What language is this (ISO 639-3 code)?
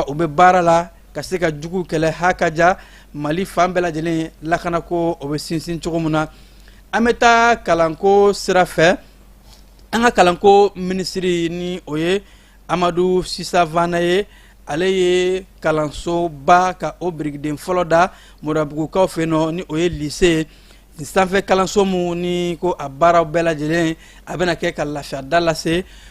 bam